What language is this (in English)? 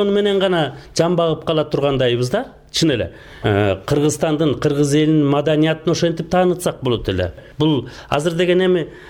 Kyrgyz